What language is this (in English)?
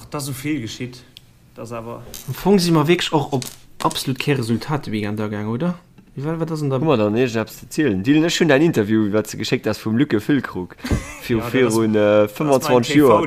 Luxembourgish